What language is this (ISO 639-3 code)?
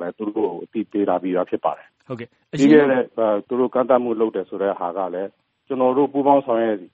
mya